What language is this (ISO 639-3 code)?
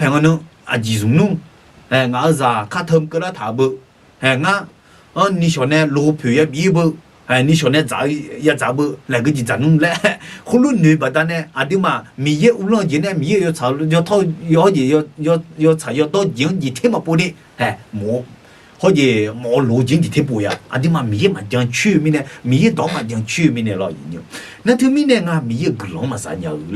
ahk